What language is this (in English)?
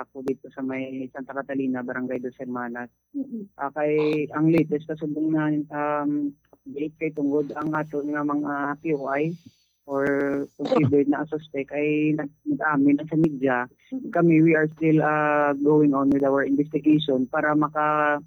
Hiligaynon